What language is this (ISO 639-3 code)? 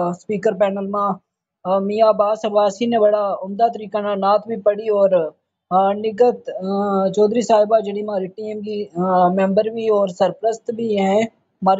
gju